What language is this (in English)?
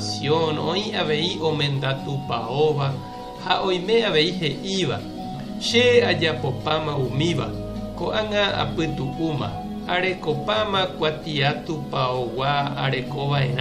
Guarani